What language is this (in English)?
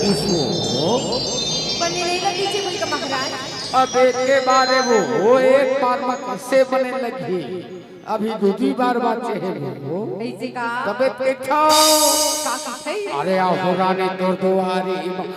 Chhattisgarhi